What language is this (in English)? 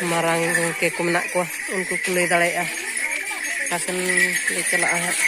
Santali